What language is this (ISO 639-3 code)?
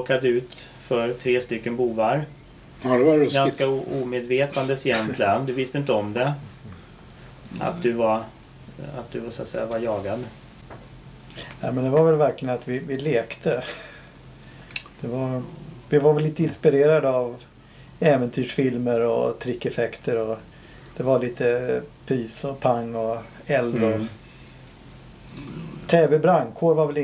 swe